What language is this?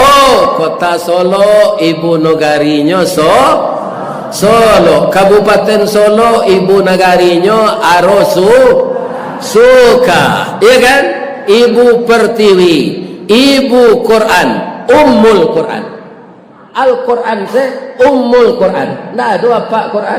Minangkabau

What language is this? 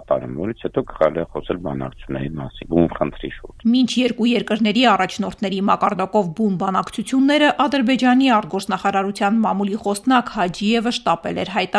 Armenian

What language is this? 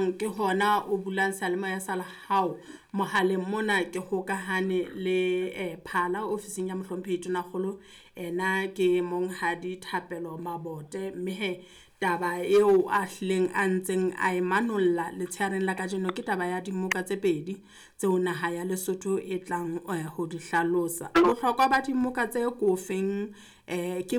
Southern Sotho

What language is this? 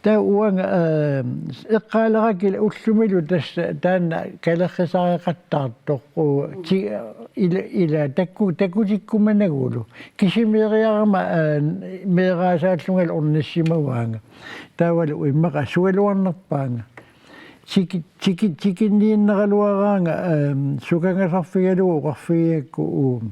Kalaallisut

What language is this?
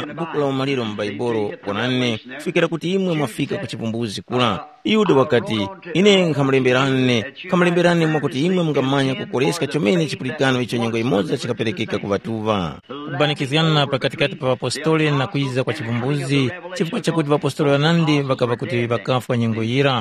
Tumbuka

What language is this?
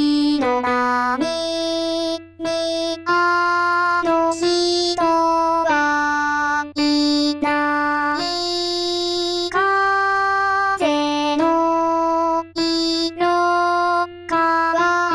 Japanese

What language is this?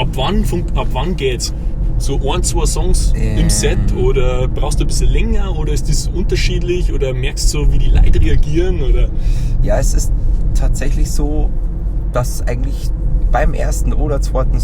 Bavarian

